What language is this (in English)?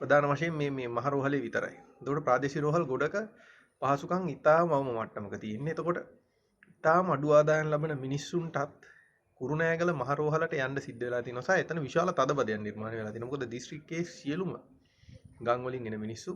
Sinhala